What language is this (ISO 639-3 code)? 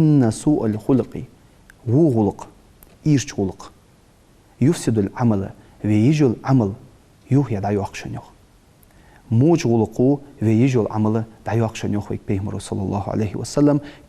inh